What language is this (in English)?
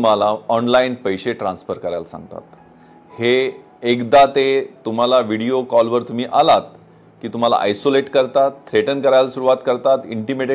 Marathi